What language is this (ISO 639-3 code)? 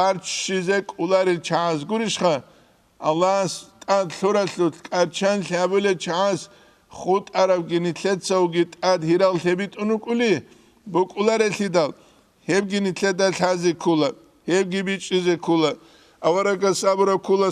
ava